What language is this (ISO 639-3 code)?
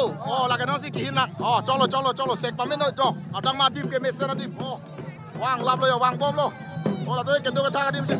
mjw